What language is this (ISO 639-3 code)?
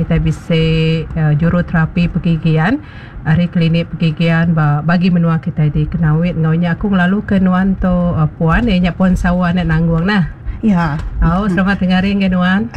iba